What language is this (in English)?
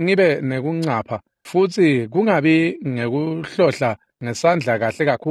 Swati